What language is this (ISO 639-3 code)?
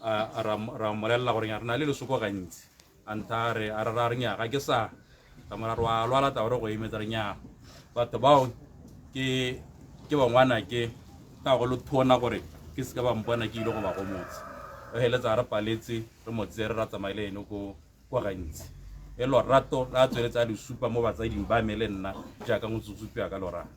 tsn